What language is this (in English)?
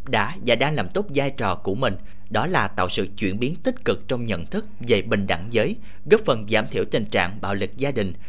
Vietnamese